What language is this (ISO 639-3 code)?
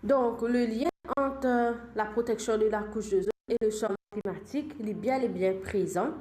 mfe